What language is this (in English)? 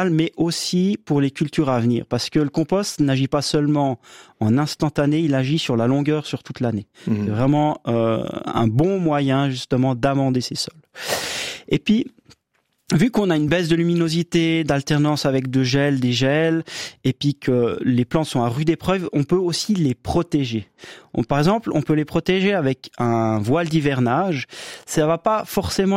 French